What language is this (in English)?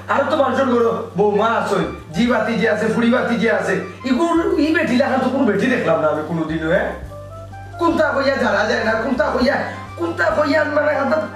Sylheti